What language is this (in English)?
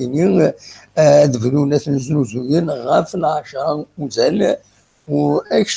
Kabyle